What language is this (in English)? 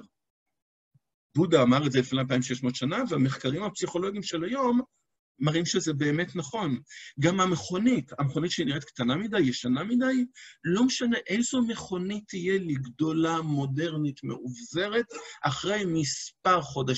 Hebrew